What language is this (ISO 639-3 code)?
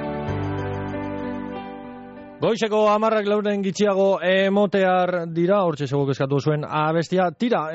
eus